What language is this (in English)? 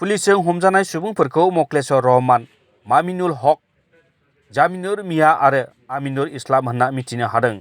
Bodo